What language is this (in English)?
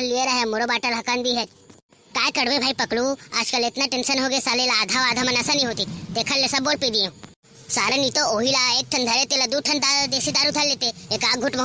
Chhattisgarhi